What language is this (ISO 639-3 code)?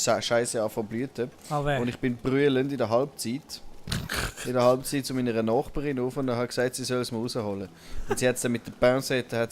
gsw